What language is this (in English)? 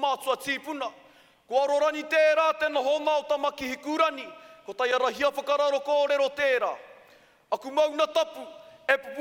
Māori